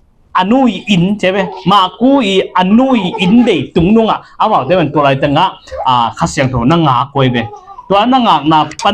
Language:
Tedim Chin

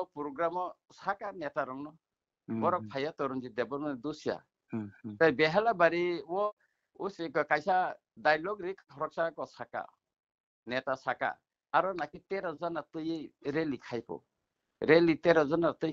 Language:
Kok Borok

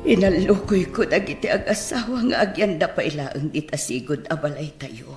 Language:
Iloko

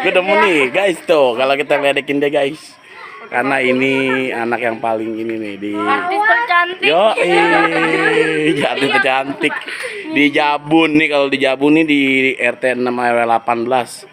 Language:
Betawi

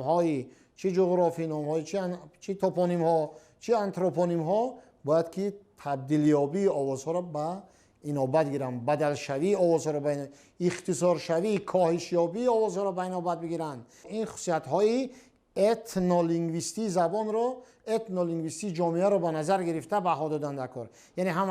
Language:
Tajik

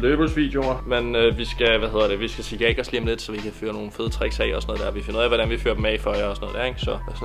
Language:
Danish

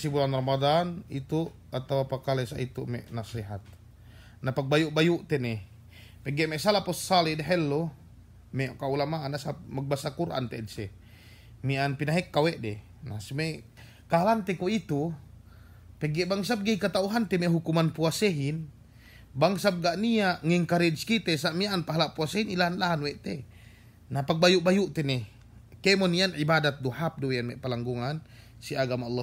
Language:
Yakan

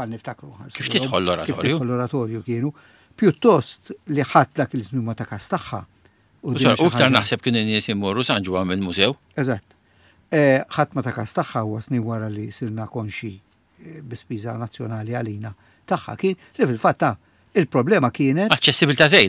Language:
Maltese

